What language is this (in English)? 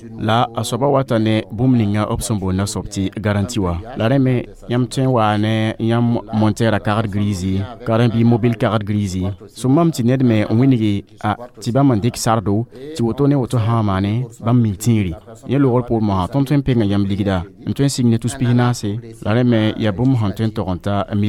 Mossi